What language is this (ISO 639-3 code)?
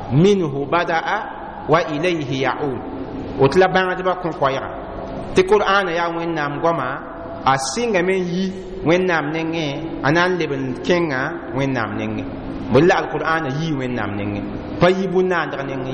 mos